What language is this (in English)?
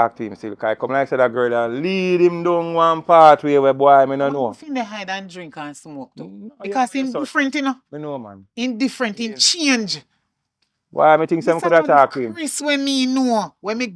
Jamaican Creole English